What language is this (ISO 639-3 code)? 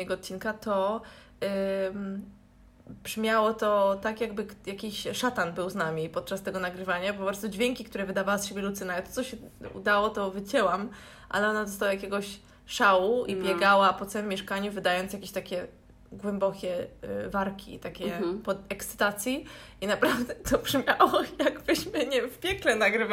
pol